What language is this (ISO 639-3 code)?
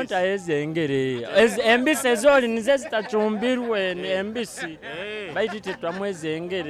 nyo